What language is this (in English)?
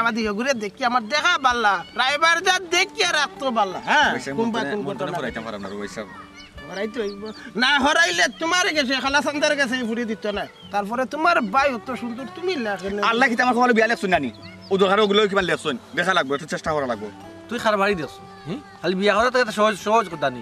Sylheti